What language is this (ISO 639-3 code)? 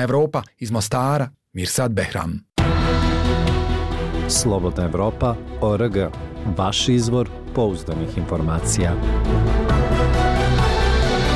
bos